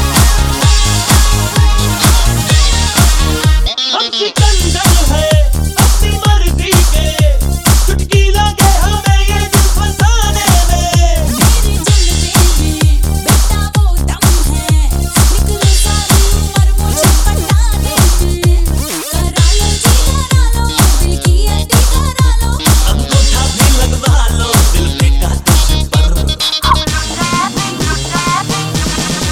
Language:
Hindi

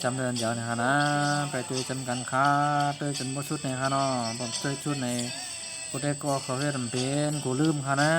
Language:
Shan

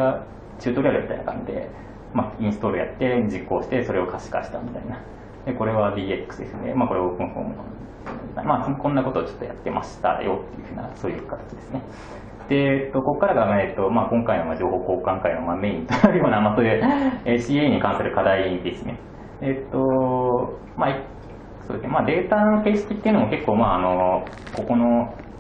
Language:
Japanese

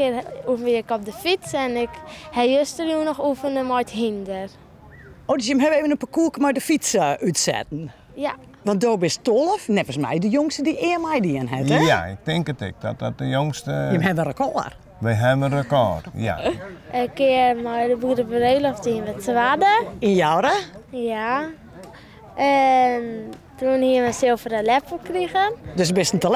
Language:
Western Frisian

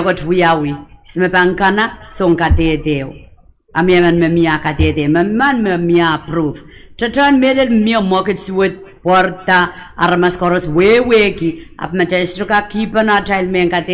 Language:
Pohnpeian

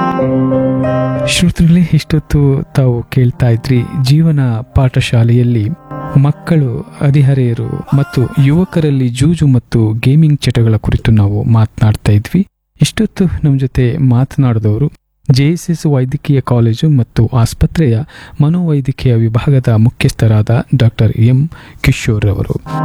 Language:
Kannada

